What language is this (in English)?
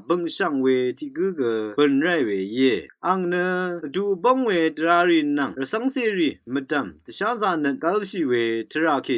Rawang